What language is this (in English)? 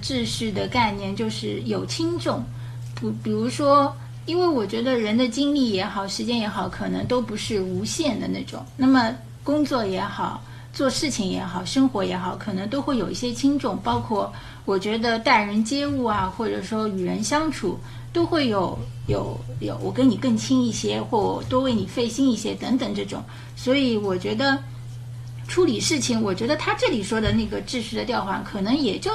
Chinese